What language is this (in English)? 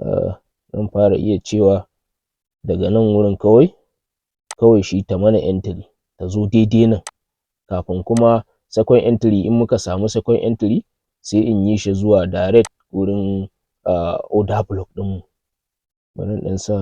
Hausa